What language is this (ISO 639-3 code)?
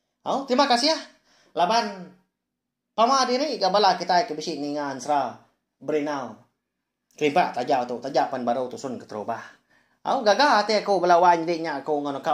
iba